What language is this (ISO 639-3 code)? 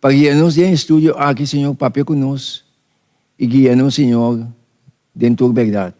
pap